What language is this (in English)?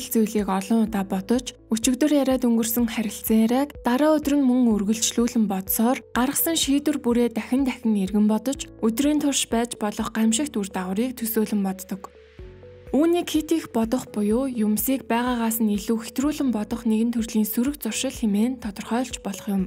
Mongolian